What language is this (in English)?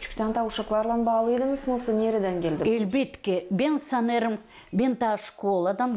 Gagauz